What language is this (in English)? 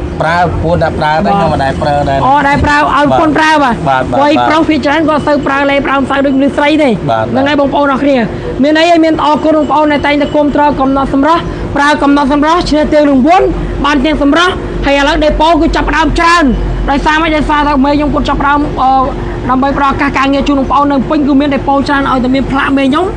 Khmer